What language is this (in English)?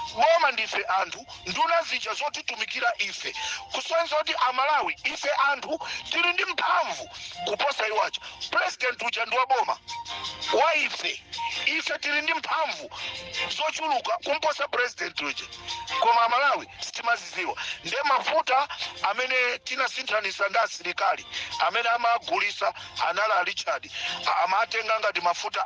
Nyanja